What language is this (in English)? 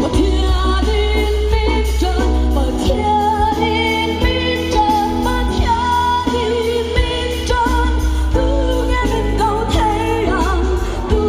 Mizo